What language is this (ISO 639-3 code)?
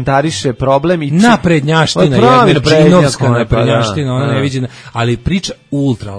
srp